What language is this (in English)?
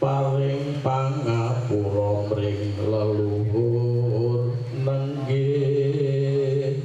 Javanese